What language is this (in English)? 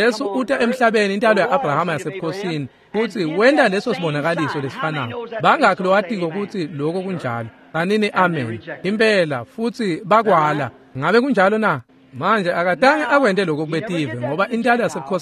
Swati